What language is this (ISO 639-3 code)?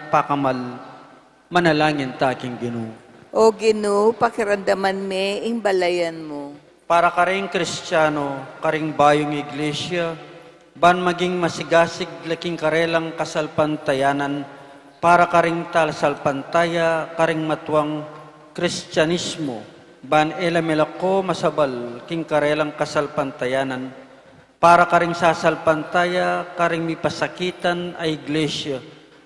pam